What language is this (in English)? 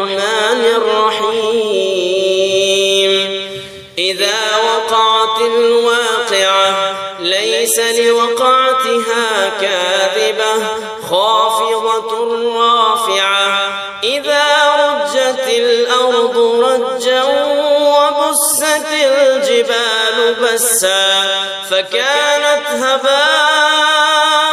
Arabic